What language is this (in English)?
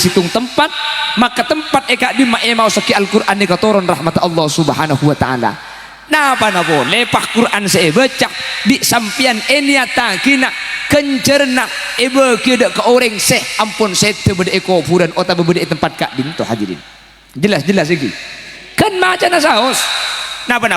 Madurese